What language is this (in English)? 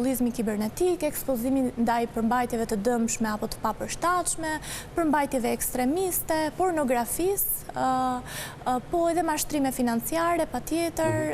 Albanian